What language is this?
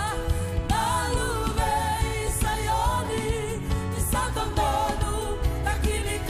Fijian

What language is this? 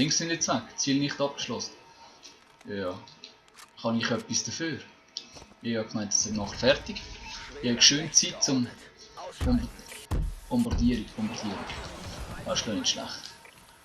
Swiss German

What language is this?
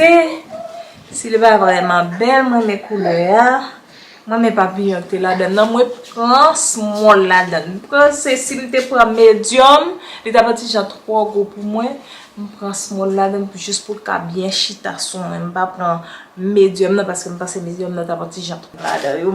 Haitian Creole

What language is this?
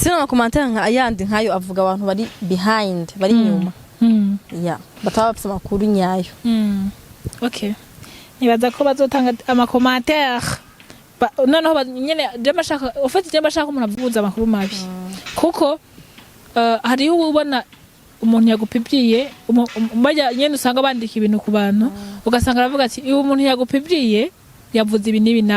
Rundi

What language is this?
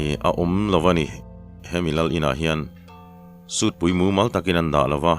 Mizo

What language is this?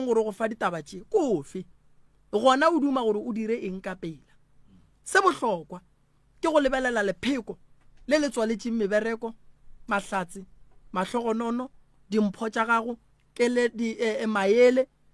Northern Sotho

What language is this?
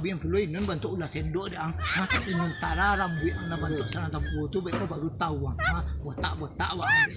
Minangkabau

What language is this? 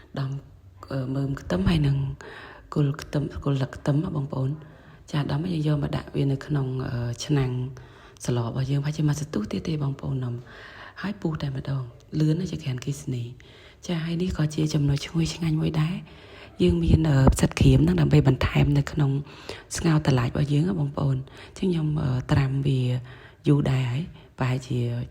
Khmer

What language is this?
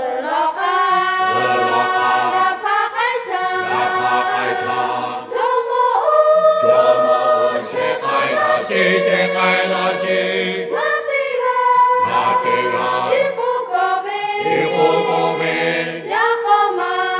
Lahu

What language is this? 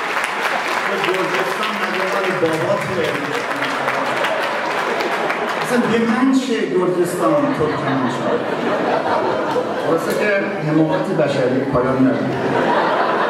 Persian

